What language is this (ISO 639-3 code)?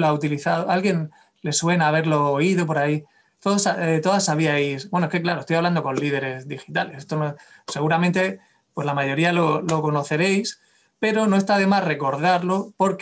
spa